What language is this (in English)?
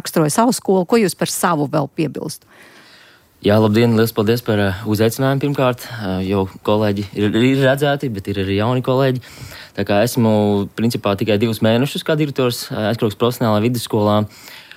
Latvian